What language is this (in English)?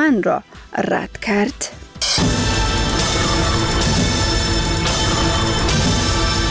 Persian